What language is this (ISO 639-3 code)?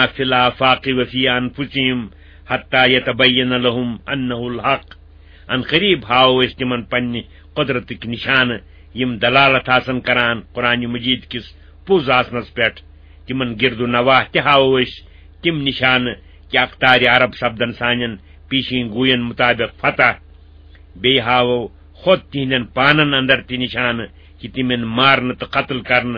kas